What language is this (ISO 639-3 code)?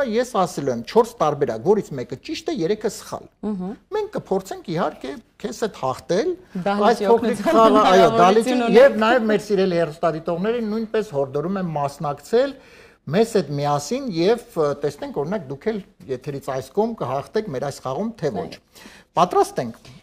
hye